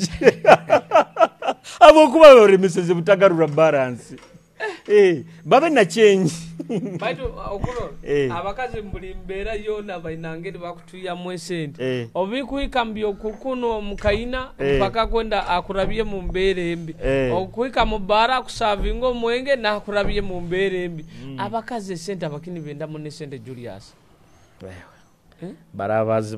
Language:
Nyoro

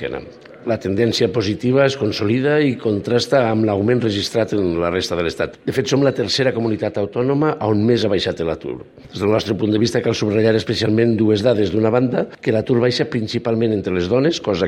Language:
Catalan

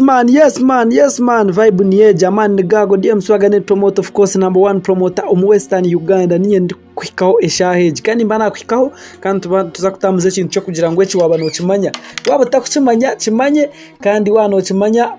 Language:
Nyankole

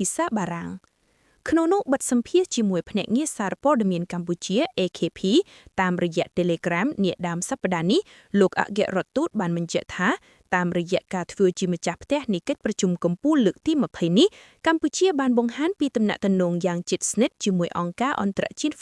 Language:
Khmer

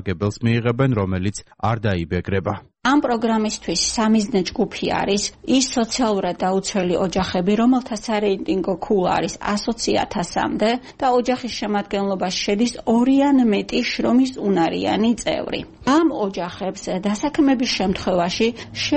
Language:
Georgian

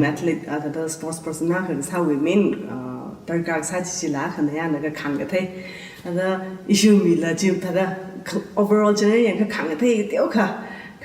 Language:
Tangkhul Naga (India)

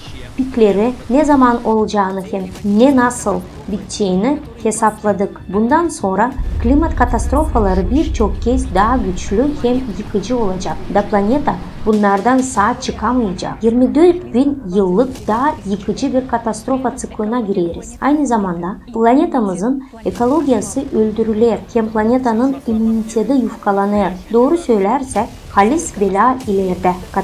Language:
Gagauz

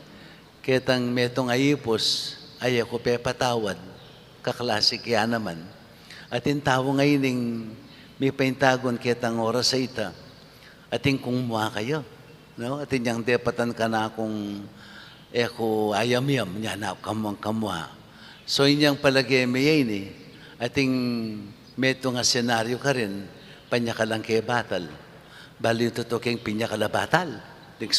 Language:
Pampanga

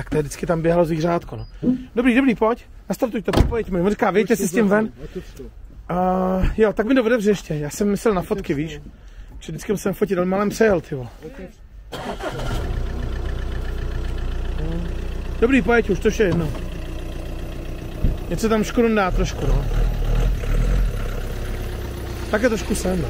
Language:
Czech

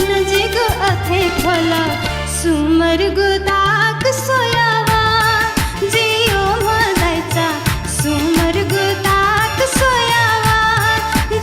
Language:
Newari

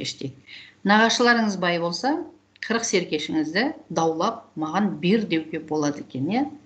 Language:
Kazakh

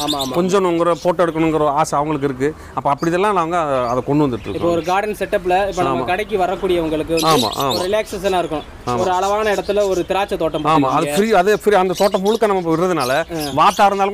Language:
Tamil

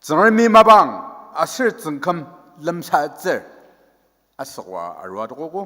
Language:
Ao Naga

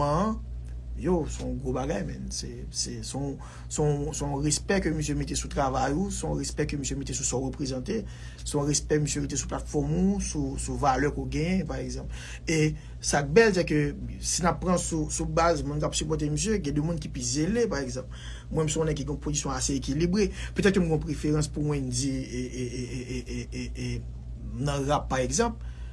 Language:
Haitian Creole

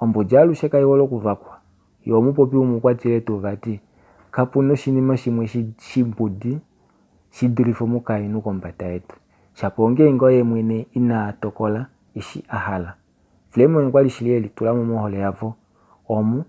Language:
Kuanyama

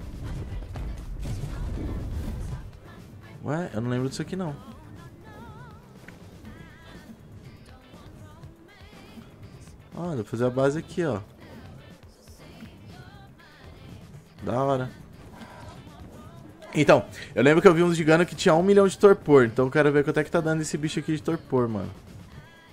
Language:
Portuguese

